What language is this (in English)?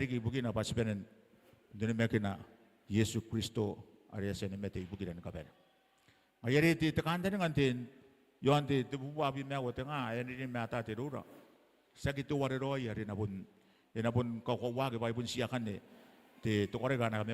Gilbertese